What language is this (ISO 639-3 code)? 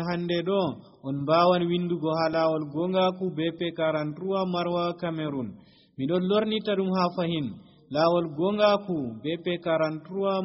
fuv